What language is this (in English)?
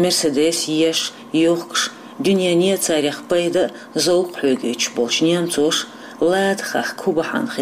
Chechen